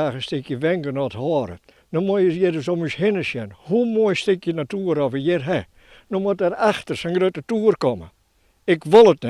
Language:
Western Frisian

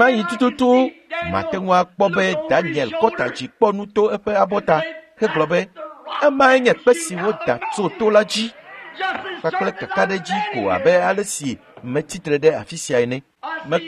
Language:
Ewe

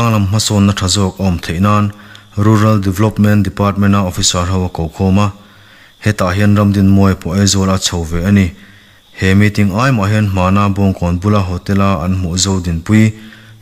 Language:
Mizo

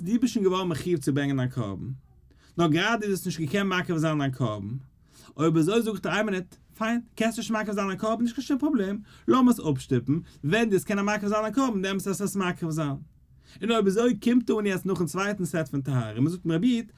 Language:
Yiddish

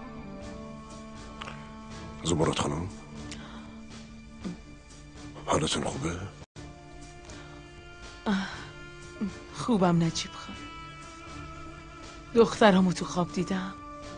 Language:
Persian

